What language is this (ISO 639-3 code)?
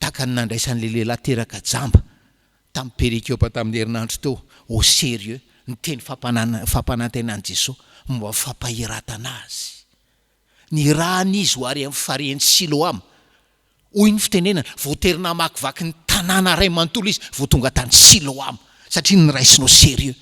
mlg